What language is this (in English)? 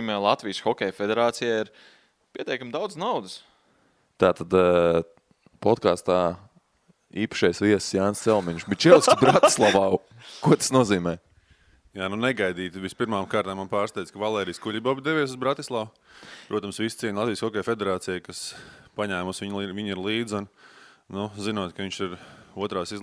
Latvian